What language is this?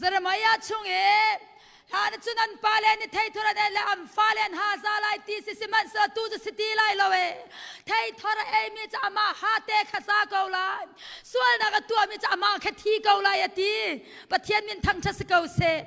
Hakha Chin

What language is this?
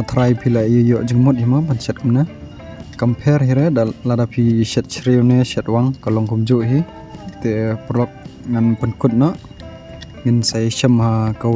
Khasi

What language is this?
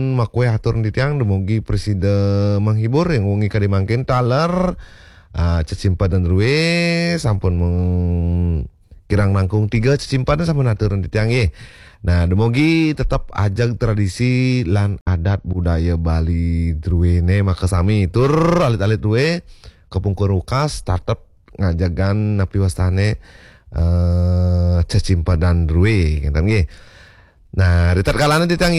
Balinese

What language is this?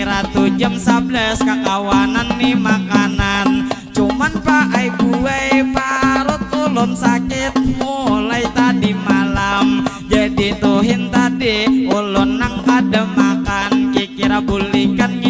Banjar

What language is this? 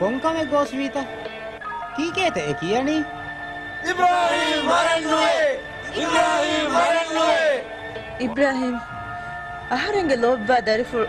Divehi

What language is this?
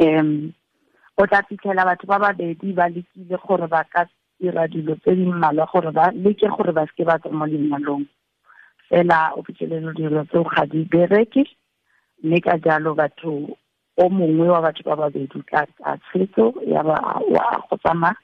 Tswana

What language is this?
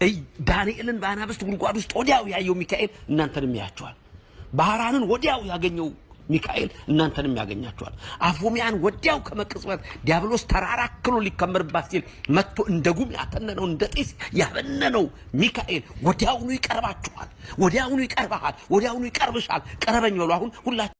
Amharic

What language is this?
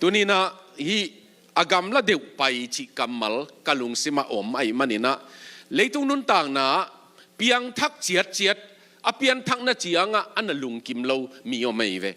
Tedim Chin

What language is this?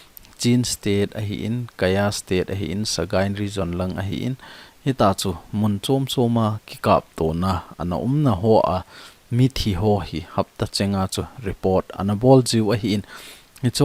Thado Chin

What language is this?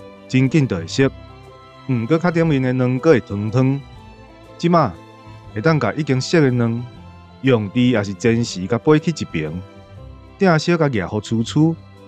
Min Nan Chinese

